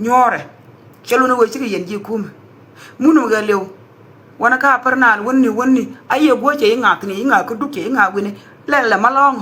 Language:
Nuer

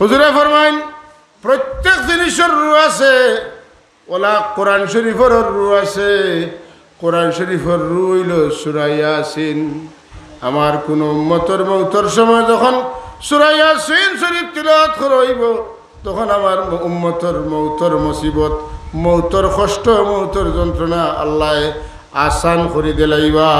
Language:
Sylheti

